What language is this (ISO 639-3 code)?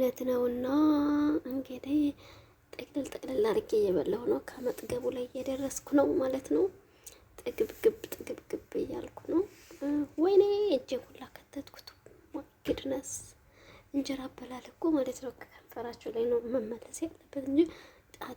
amh